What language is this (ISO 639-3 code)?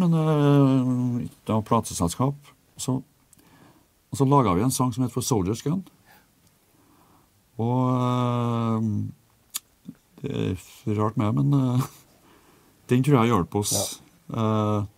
nor